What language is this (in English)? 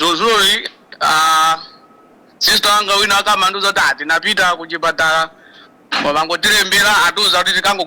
Nyanja